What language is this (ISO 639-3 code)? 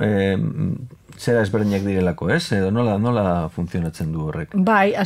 eus